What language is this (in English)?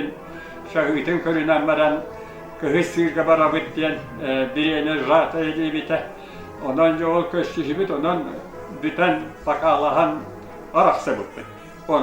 Yakut